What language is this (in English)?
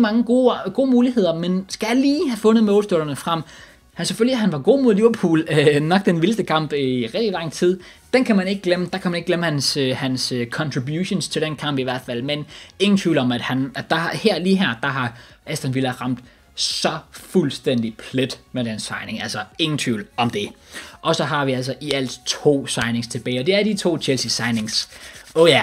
Danish